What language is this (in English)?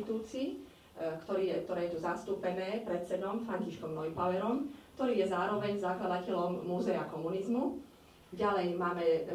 Slovak